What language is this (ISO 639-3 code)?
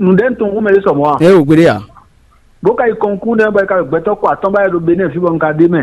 fon